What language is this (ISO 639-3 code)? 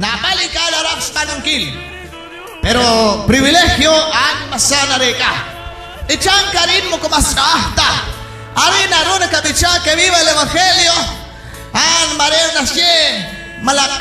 kek